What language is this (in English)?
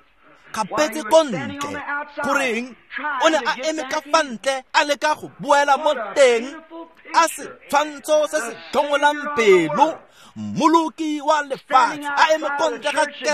Tswana